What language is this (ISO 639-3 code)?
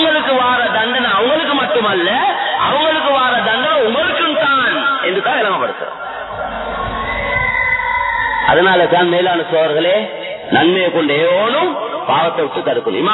tam